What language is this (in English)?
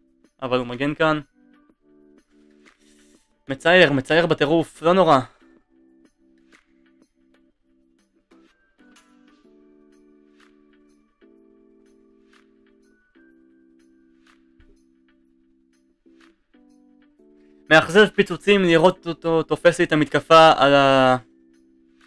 Hebrew